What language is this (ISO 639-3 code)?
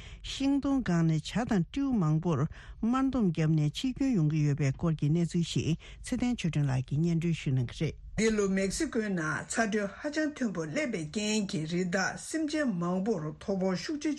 bod